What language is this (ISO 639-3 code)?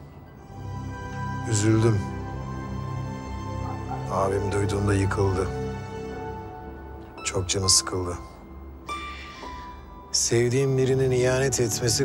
tur